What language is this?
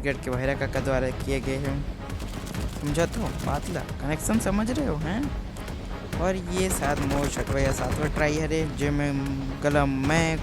Chhattisgarhi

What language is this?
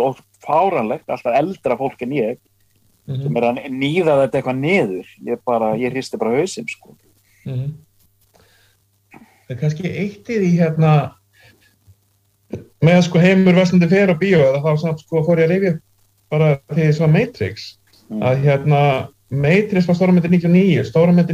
Icelandic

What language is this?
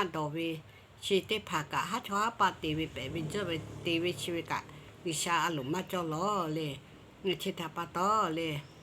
Lahu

